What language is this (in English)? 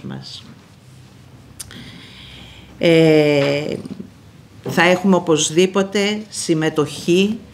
Greek